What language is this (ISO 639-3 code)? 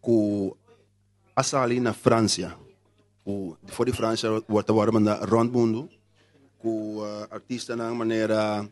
pap